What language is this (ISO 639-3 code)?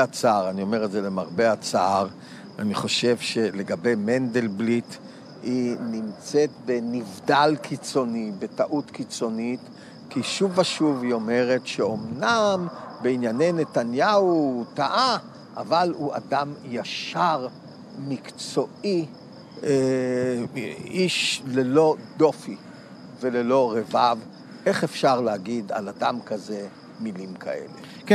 heb